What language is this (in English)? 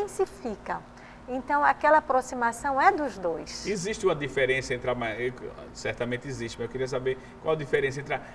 Portuguese